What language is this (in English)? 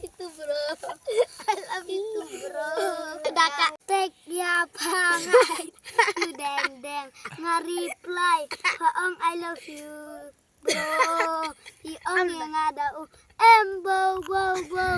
Khasi